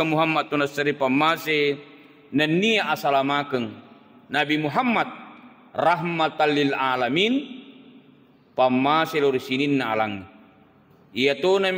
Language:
Buginese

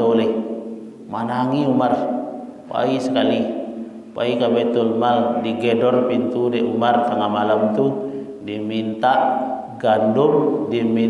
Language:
Minangkabau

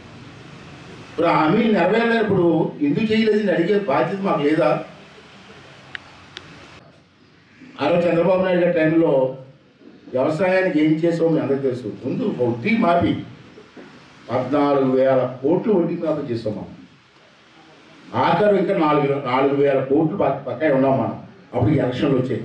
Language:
Telugu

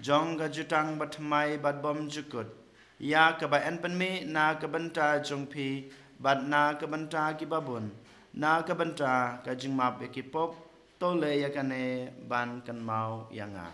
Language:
Khasi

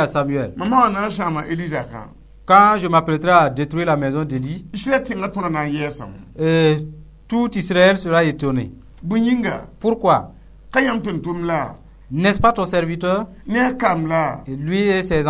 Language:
Mossi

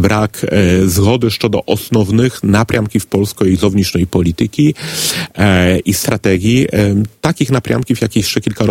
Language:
Ukrainian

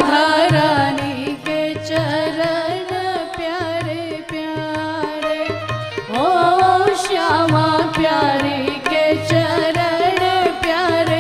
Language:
Hindi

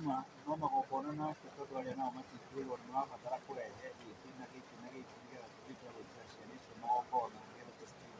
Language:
Kikuyu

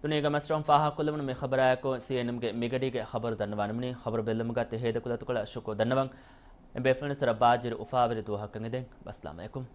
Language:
Divehi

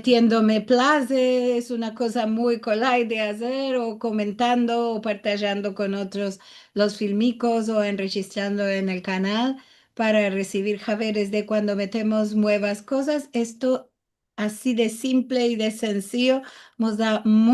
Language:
Ladino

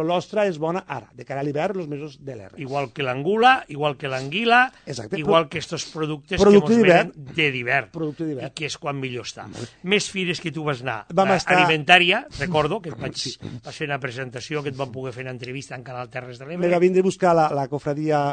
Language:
Catalan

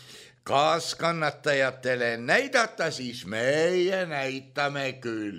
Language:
Estonian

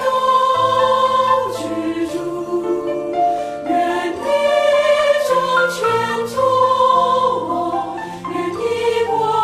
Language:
Chinese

